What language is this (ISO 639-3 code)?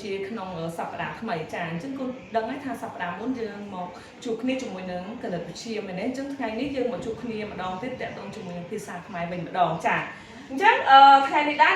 khm